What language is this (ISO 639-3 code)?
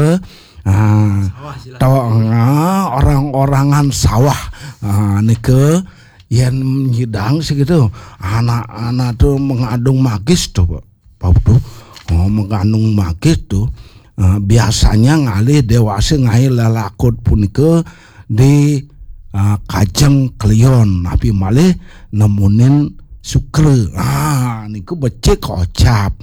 ban